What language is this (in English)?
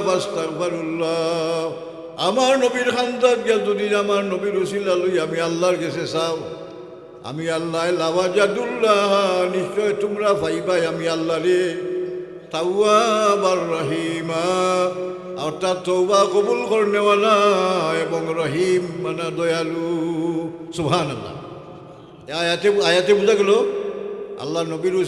Sylheti